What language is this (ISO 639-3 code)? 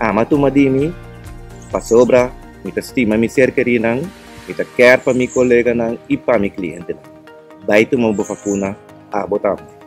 pap